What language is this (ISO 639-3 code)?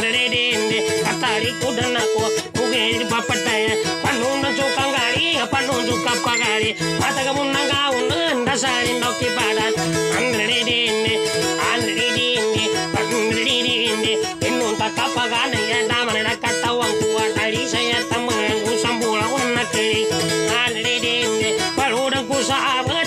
ind